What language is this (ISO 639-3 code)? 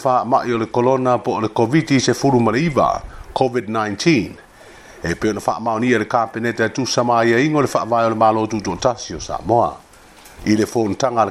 smo